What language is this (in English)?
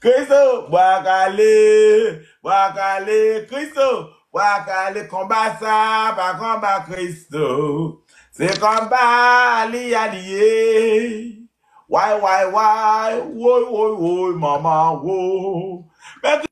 Haitian Creole